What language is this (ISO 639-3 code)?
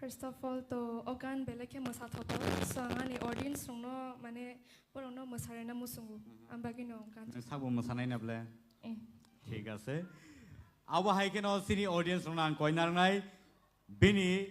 trp